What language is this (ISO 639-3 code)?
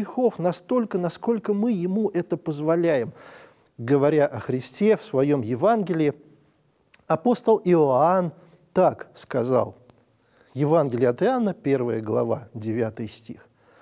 rus